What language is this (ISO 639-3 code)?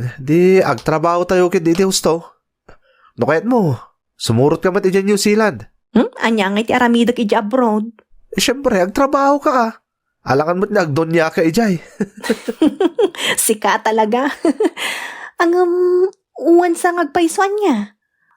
ilo